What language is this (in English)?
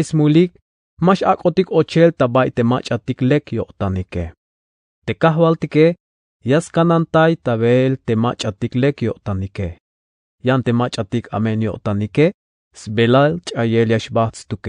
Tzeltal